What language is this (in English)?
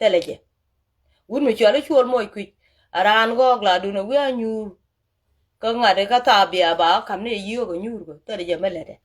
Nuer